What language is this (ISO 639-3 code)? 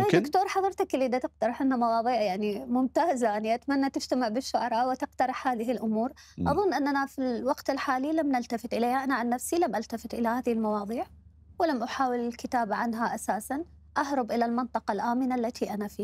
acm